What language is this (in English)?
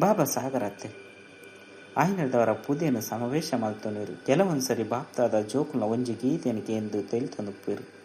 Tulu